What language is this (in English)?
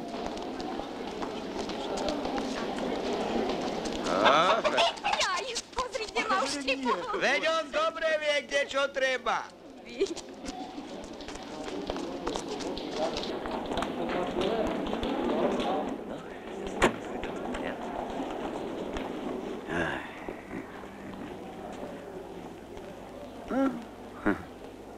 Slovak